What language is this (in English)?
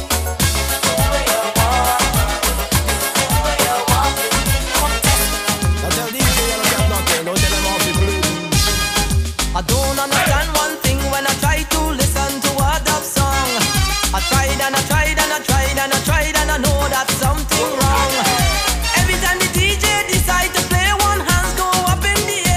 English